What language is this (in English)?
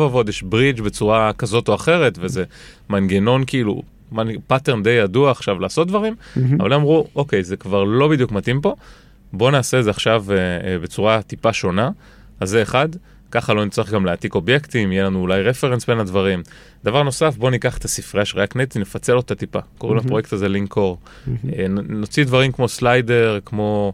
Hebrew